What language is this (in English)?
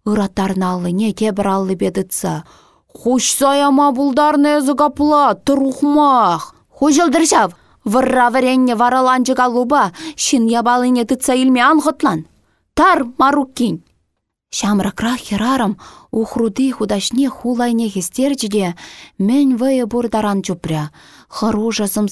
Chuvash